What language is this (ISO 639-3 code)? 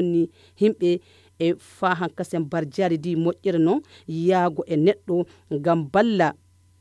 fuv